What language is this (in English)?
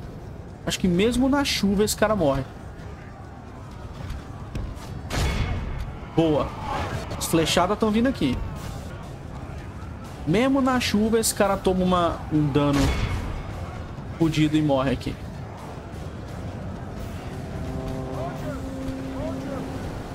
Portuguese